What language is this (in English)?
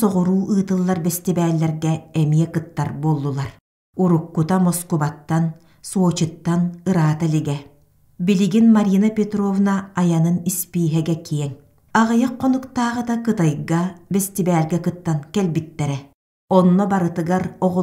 Yakut